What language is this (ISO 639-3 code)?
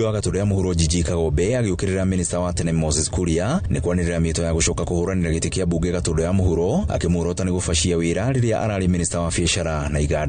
kik